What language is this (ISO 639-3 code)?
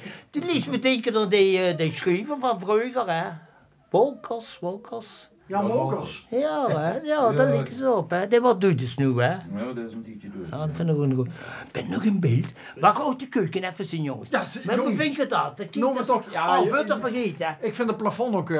lim